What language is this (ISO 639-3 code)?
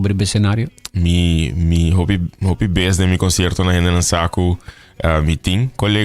pap